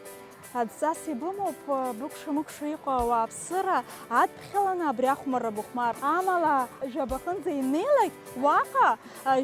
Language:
Abkhazian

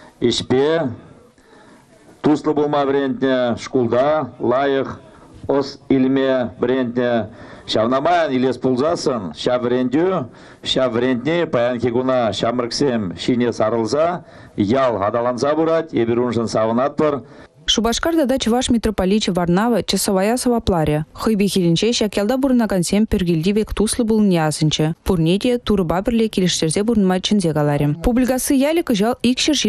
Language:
Chuvash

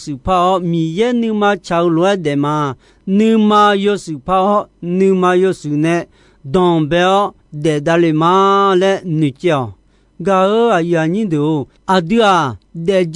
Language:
Akha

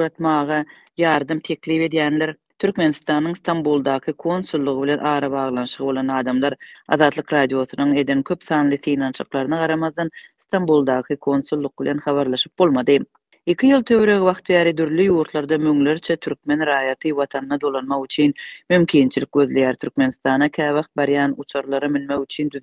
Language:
Turkmen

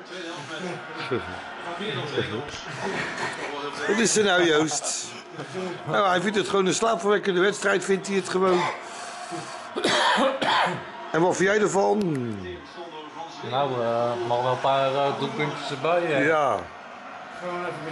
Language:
Dutch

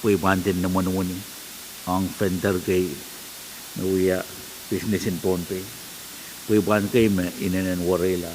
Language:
Pohnpeian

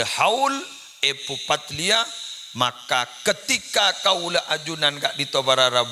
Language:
Madurese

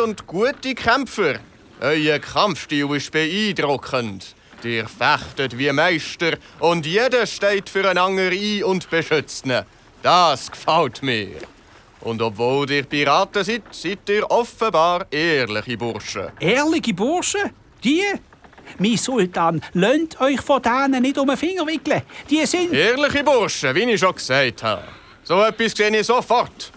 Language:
Swiss German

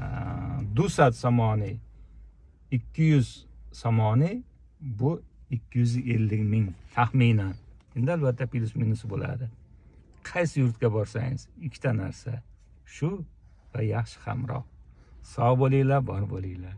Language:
Uzbek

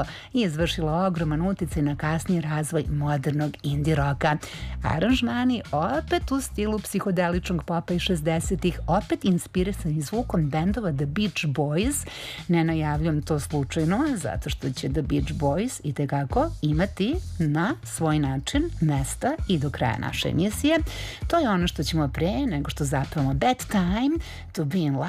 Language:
Serbian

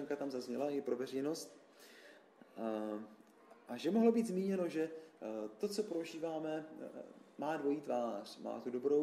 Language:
Czech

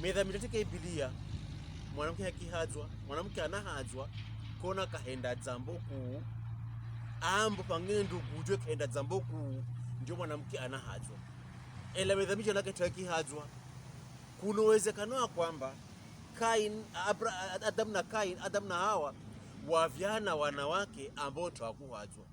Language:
Pokomo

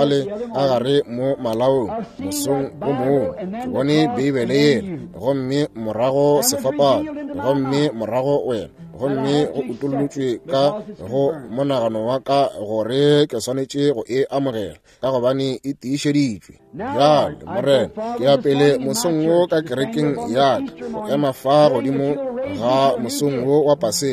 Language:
Northern Sotho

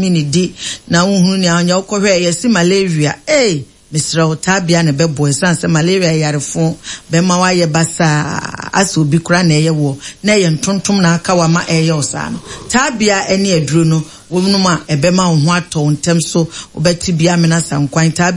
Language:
Akan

